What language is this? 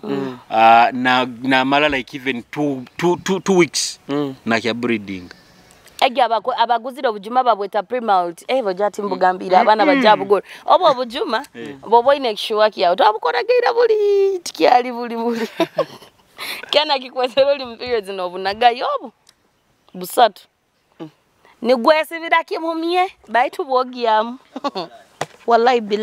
Nyoro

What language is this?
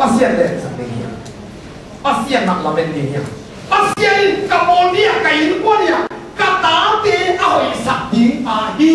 Tedim Chin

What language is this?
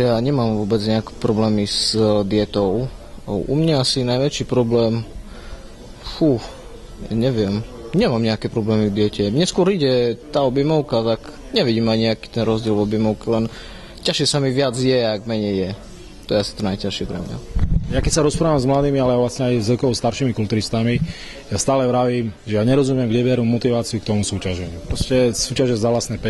Slovak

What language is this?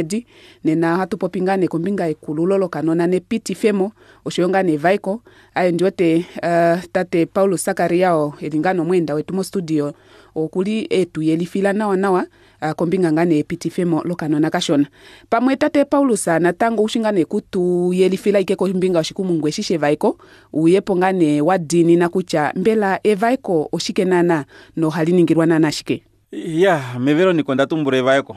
Kuanyama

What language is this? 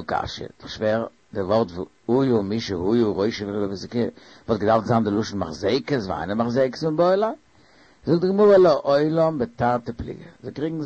Yiddish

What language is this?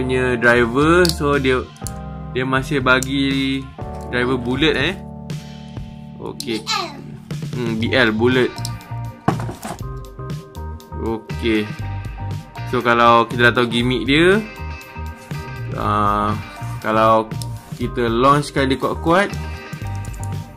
Malay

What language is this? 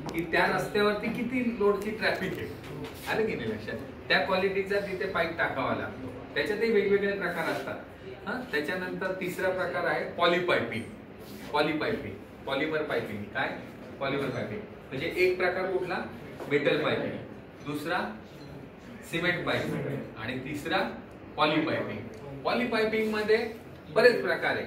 Marathi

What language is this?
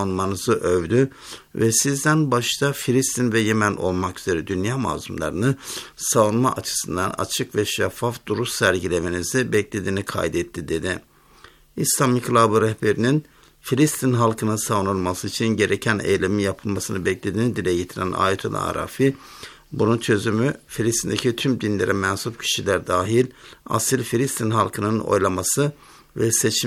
Turkish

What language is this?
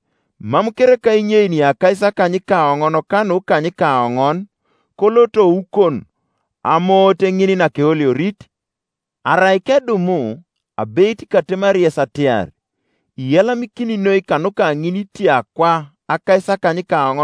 Teso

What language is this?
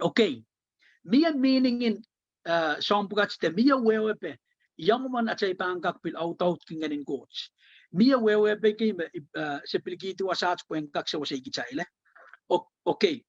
Pohnpeian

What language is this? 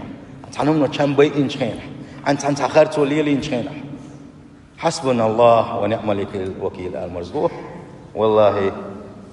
Chechen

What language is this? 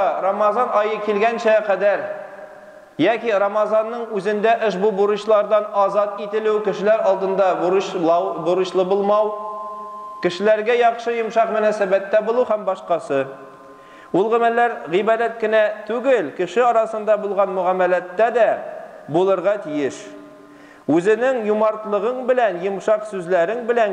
Tatar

